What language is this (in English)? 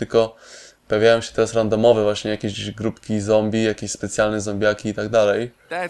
Polish